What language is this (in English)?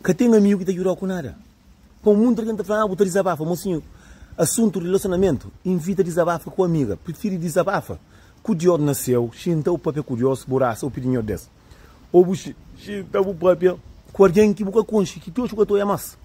Kabuverdianu